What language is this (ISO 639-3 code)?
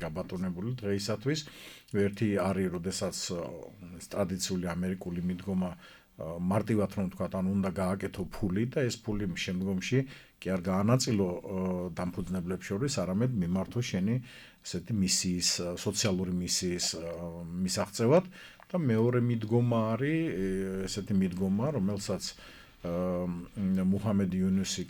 kat